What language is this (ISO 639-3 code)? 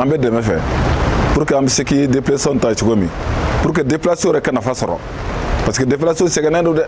bam